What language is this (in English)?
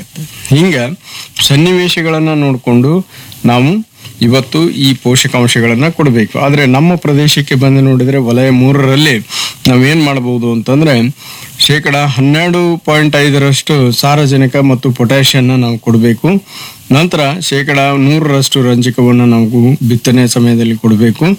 Kannada